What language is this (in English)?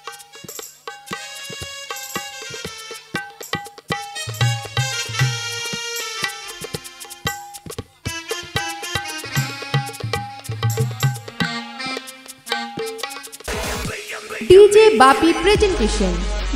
Bangla